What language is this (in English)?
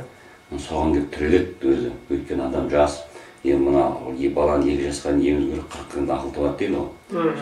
Kazakh